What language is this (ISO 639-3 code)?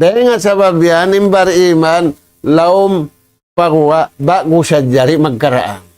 tsg